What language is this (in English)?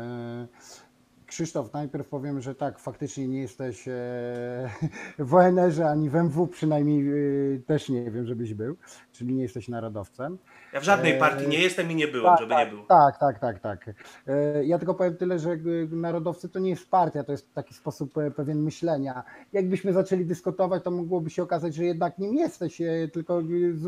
Polish